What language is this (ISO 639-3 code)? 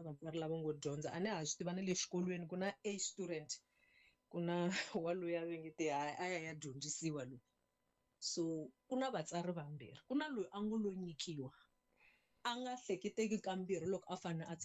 tso